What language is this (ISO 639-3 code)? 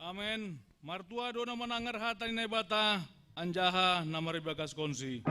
bts